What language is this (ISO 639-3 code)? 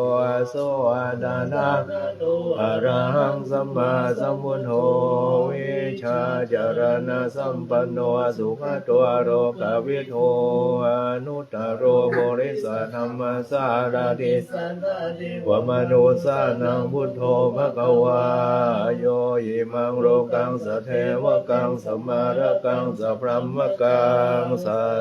pli